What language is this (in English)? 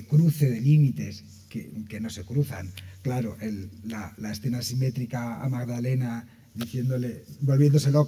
Spanish